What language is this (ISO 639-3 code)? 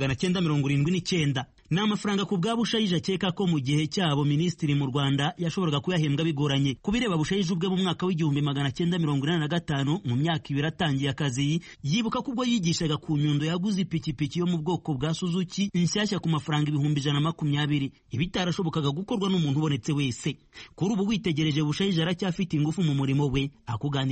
kin